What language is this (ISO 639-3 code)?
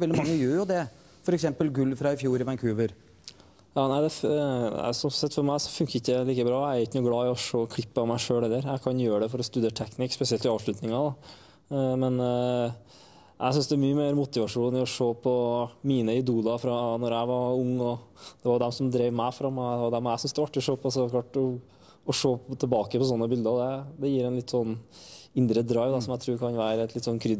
nor